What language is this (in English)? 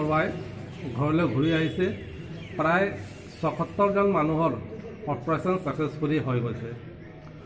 Assamese